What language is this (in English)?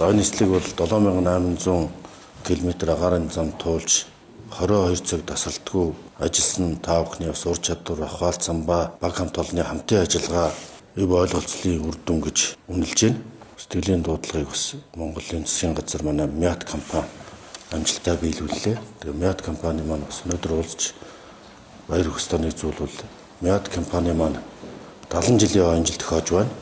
Mongolian